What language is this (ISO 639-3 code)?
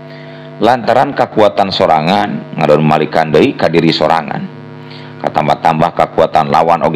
sun